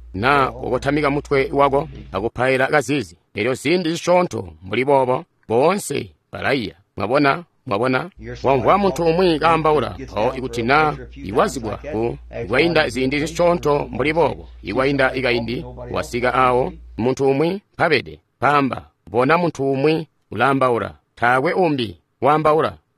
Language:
Tonga (Zambia)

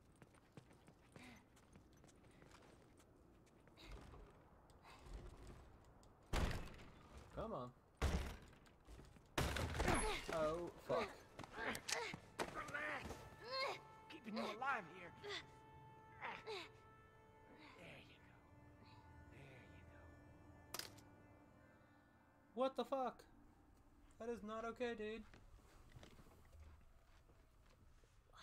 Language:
English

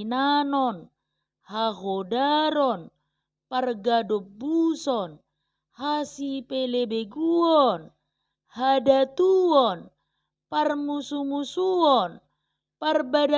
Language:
Batak Toba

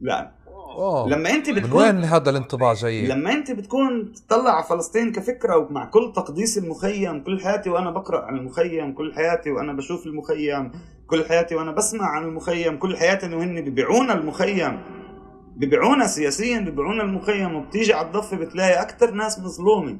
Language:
North Levantine Arabic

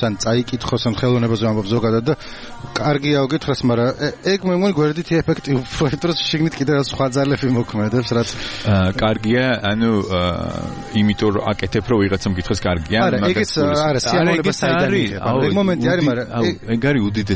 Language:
Georgian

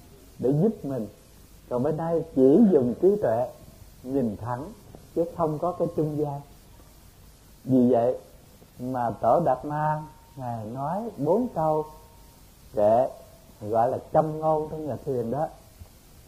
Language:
Vietnamese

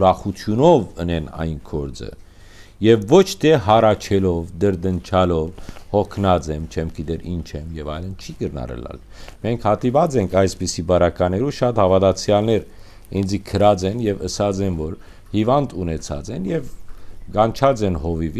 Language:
Western Armenian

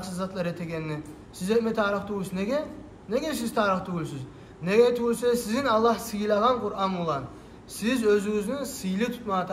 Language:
Kumyk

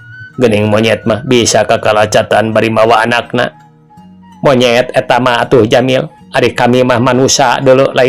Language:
Sundanese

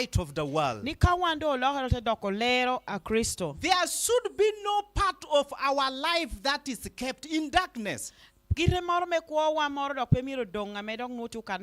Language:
Lango (Uganda)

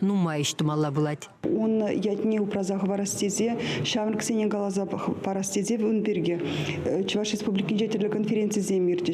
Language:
Chuvash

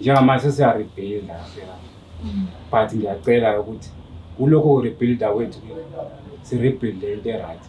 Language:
Zulu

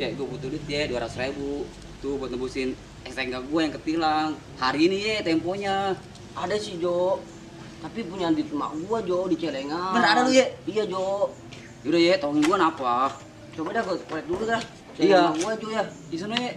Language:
Betawi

